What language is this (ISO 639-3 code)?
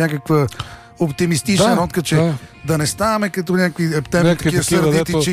bul